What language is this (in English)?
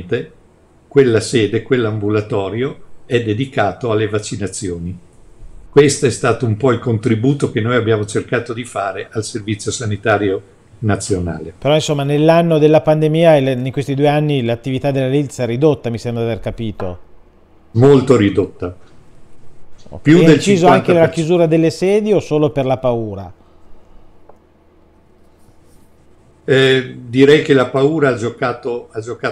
Italian